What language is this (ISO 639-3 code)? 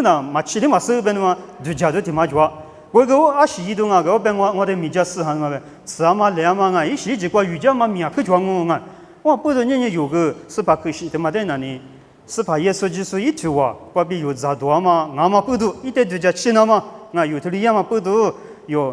lis